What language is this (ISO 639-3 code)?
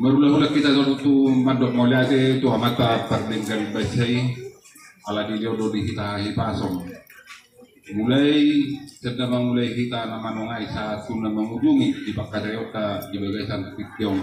bbc